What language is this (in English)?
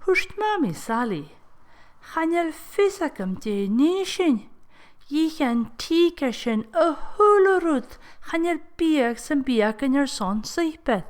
Scottish Gaelic